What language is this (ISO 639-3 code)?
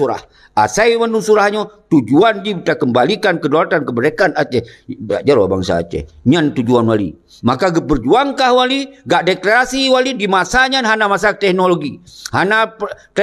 ace